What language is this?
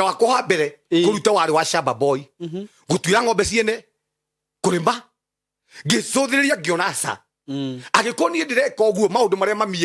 Kikuyu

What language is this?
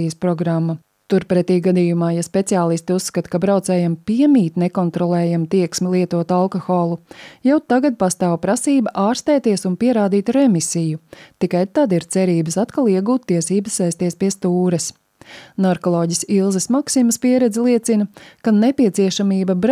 Latvian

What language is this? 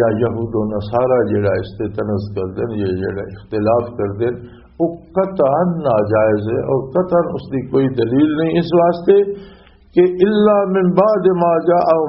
Western Panjabi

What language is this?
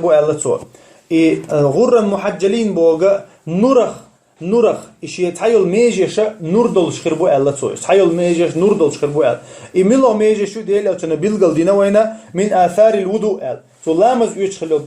Chechen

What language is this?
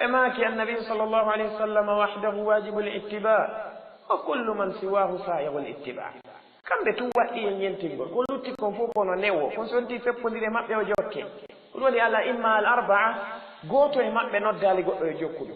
Fula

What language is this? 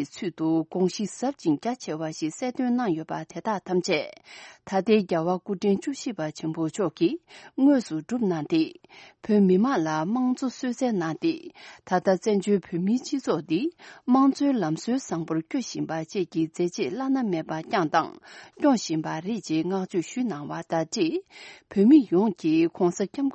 Tibetan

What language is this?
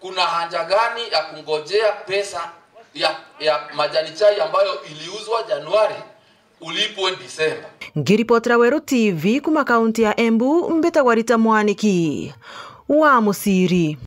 Meru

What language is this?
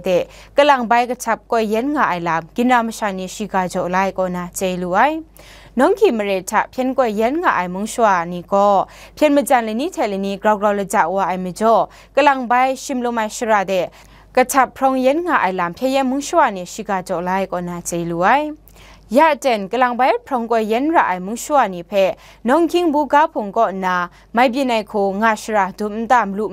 Kachin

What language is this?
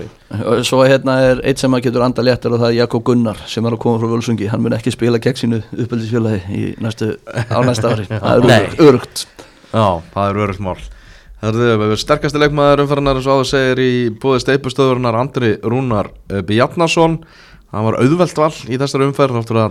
Icelandic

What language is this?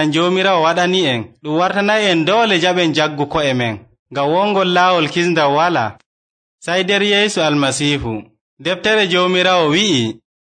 Nigerian Fulfulde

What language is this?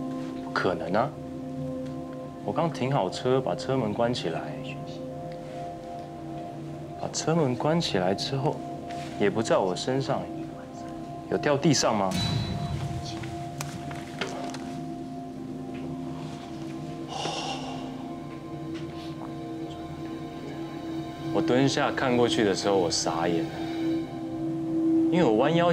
Chinese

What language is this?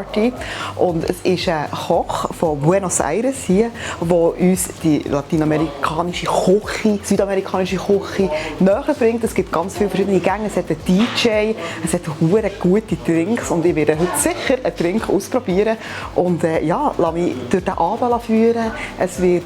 Swiss German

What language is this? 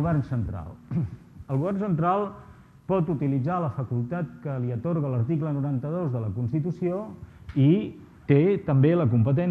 Catalan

